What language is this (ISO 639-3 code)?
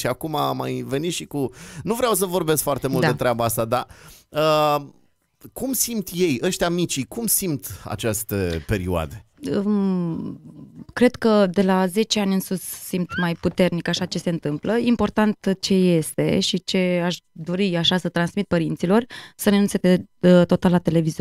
ron